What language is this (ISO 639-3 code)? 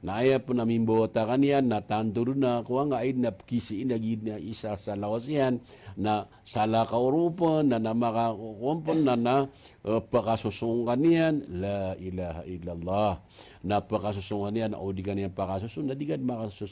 mrw